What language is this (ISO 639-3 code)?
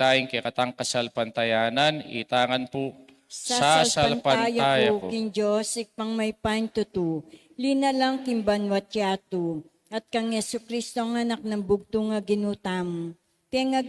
pam